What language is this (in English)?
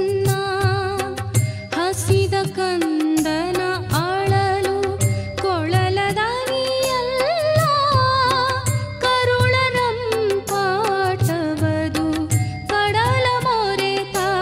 Kannada